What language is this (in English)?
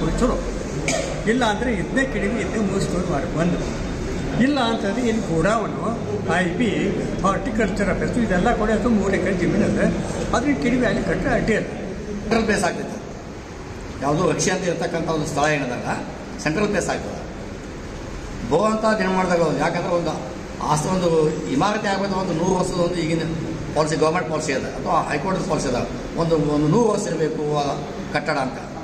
Kannada